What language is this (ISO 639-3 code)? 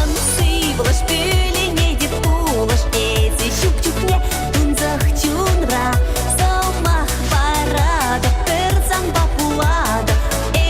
chv